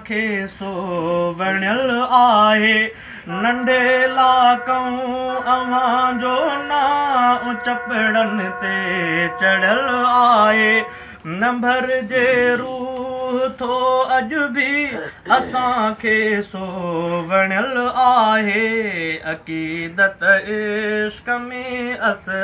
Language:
Sindhi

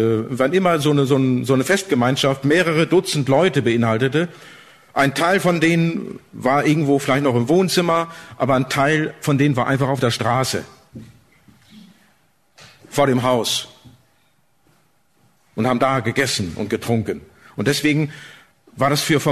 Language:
German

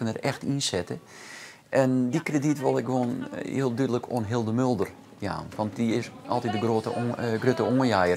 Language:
Western Frisian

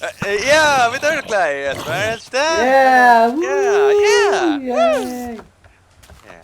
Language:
Faroese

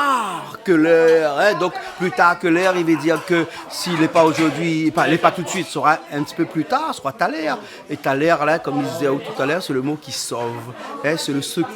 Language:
Réunion Creole French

